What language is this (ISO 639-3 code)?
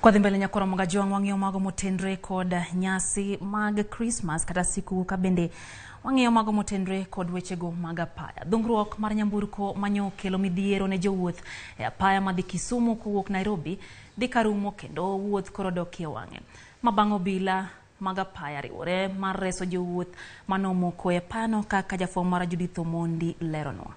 luo